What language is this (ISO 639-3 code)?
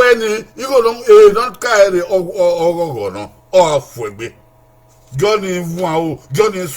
bin